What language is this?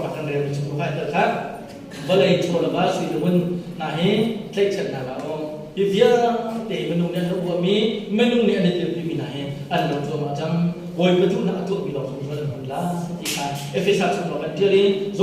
Hakha Chin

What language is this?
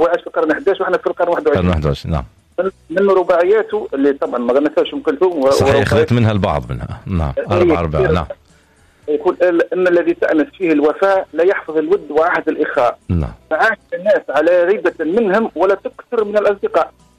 Tunisian Arabic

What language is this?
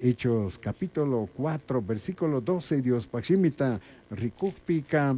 Chimborazo Highland Quichua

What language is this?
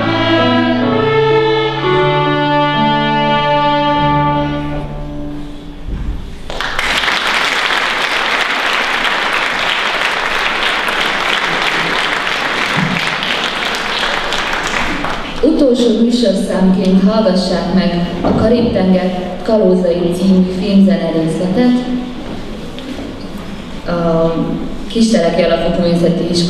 Hungarian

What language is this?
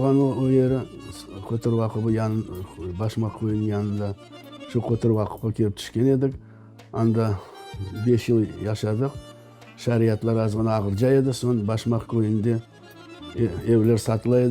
Crimean Tatar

